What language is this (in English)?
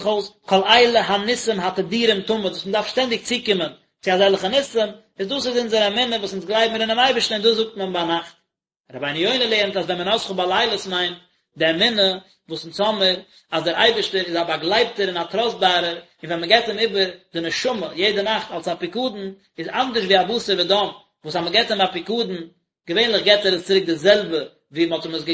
Yiddish